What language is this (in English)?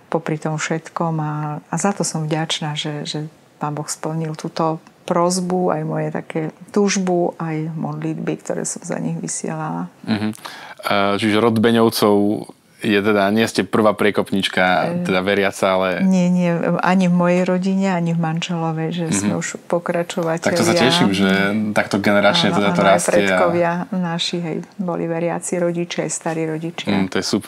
Slovak